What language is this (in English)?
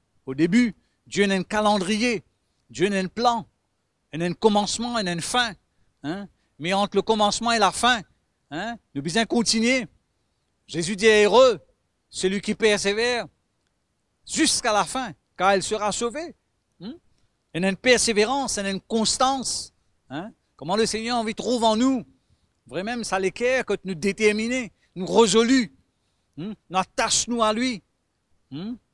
Morisyen